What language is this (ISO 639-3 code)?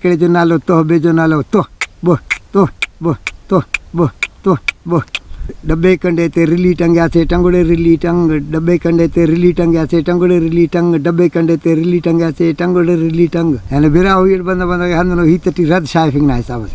brh